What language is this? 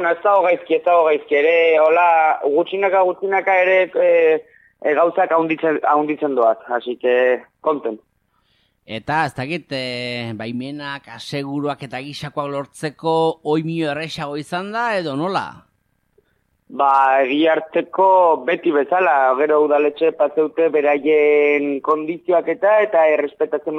Basque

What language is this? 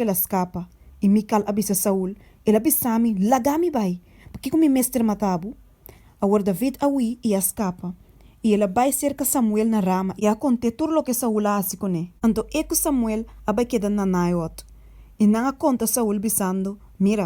Papiamento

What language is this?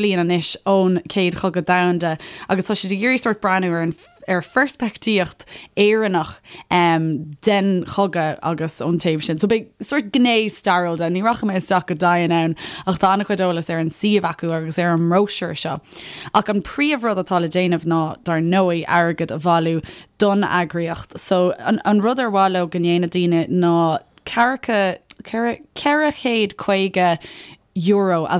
Irish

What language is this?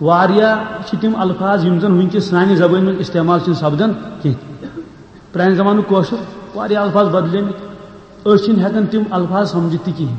Kashmiri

